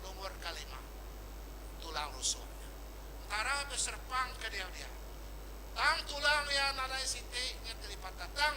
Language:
Iban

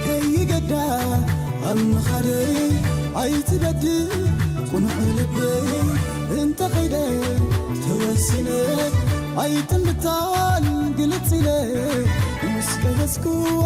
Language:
Tigrinya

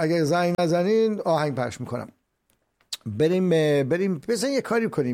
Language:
Persian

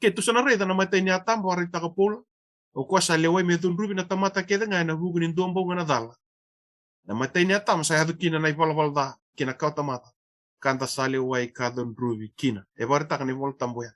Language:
Fijian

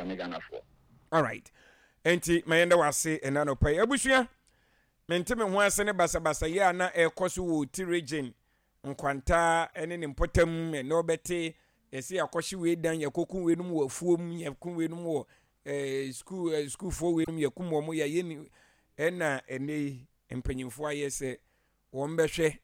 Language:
Akan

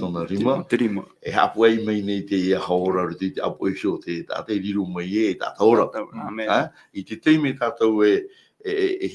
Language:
Tahitian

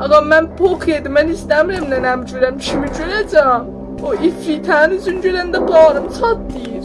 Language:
South Azerbaijani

